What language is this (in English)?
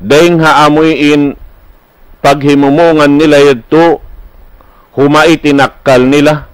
Tausug